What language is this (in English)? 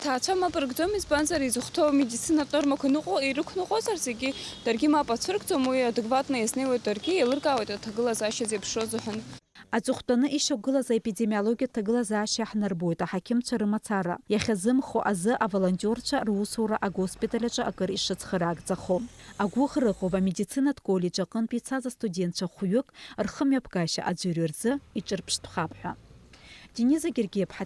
Abkhazian